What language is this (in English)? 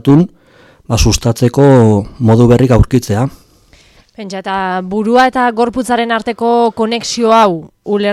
Basque